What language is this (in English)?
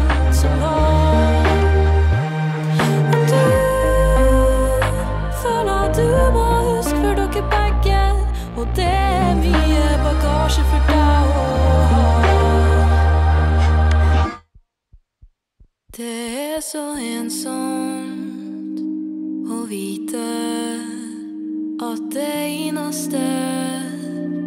Norwegian